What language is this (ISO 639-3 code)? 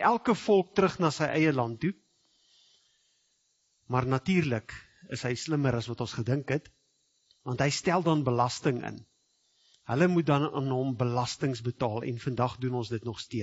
afr